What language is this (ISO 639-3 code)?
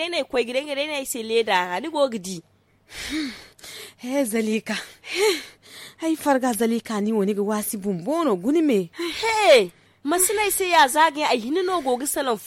hau